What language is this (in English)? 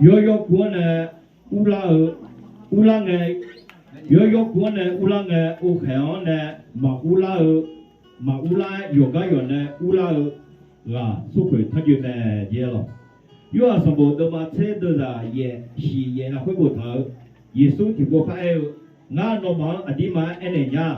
Akha